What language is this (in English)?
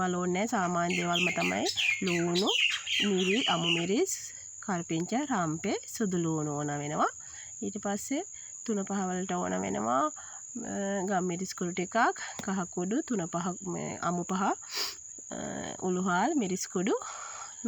Sinhala